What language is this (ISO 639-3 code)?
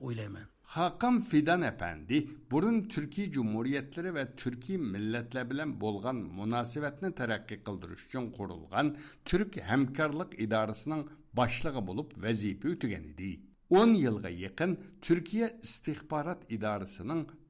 uig